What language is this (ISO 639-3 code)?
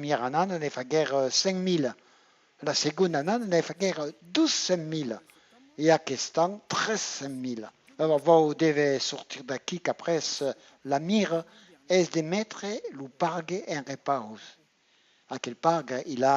oci